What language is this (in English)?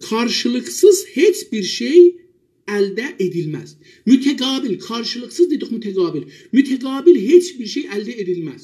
South Azerbaijani